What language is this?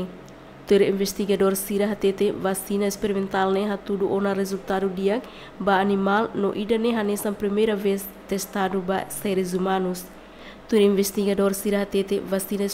Tetum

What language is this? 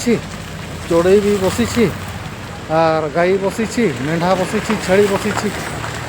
Santali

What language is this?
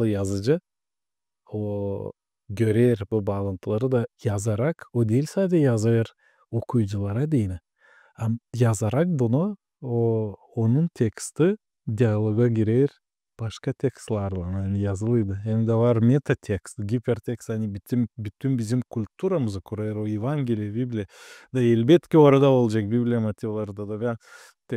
Gagauz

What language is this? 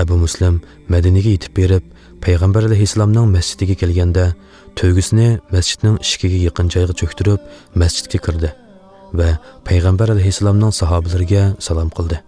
Uyghur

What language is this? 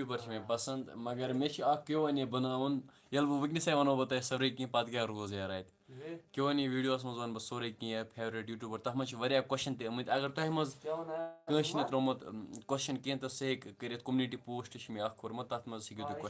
Kashmiri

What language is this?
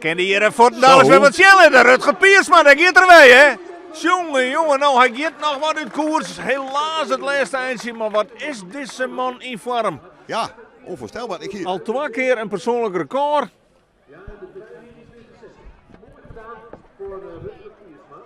Western Frisian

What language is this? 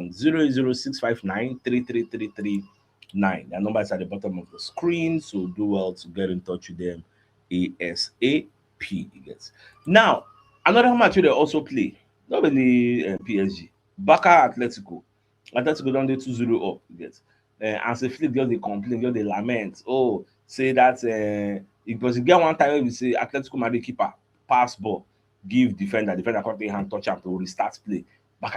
Nigerian Pidgin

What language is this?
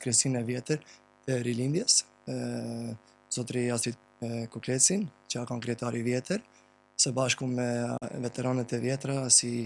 Albanian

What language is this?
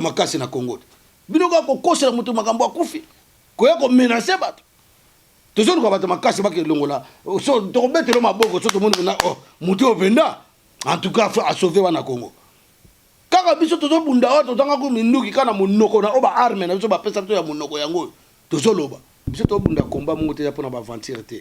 Lingala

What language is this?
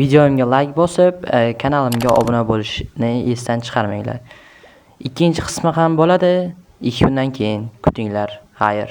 Uzbek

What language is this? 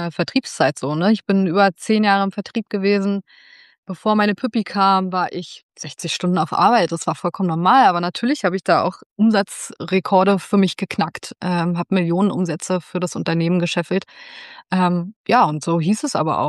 German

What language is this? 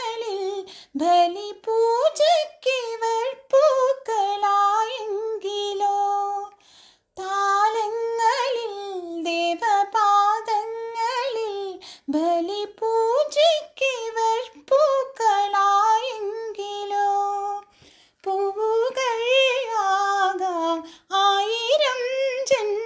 Malayalam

